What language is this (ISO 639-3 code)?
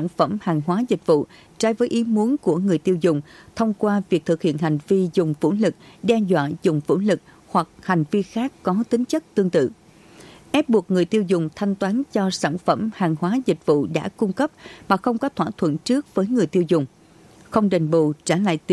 vie